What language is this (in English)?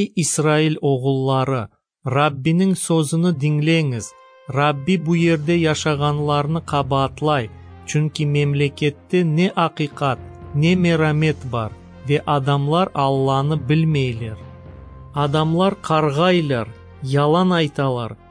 Crimean Tatar